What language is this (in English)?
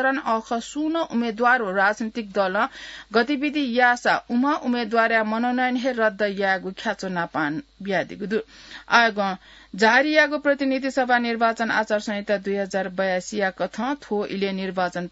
Newari